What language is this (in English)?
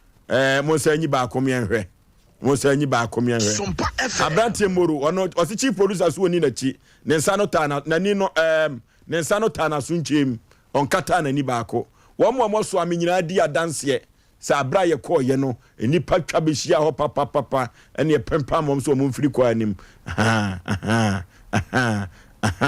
Akan